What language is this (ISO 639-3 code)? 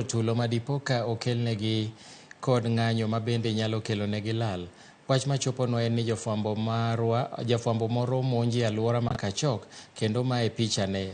luo